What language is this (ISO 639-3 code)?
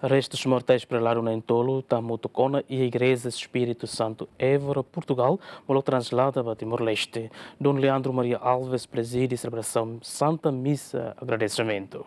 tet